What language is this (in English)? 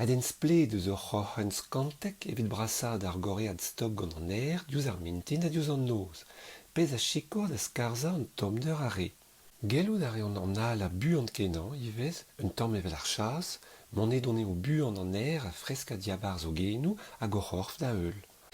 Breton